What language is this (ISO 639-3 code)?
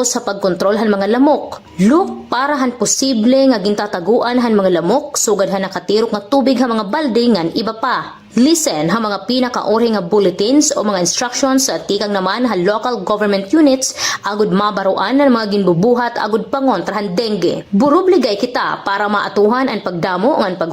war